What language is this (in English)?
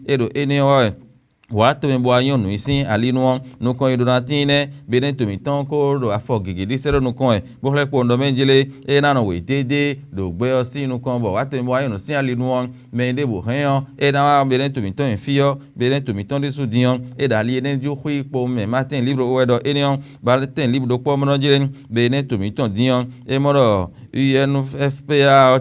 Fon